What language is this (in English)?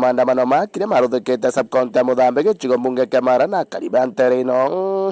Meru